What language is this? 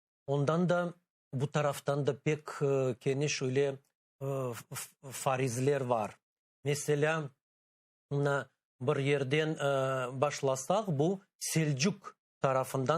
Crimean Tatar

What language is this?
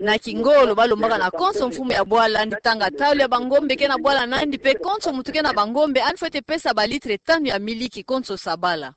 Kituba (Democratic Republic of Congo)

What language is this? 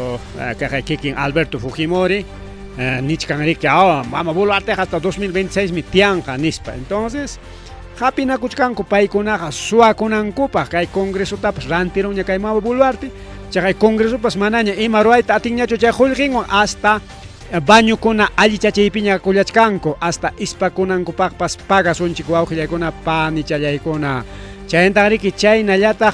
Ayacucho Quechua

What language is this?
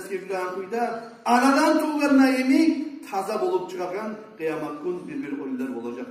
Kumyk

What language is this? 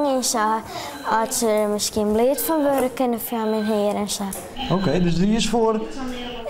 Western Frisian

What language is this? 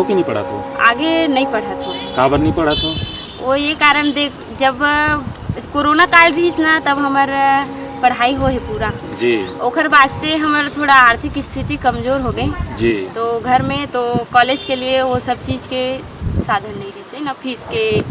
Chhattisgarhi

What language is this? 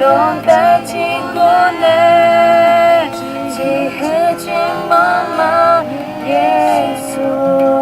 Akha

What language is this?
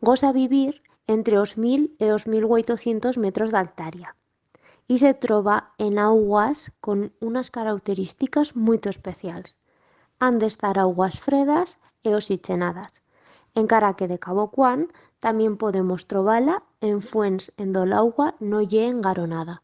Aragonese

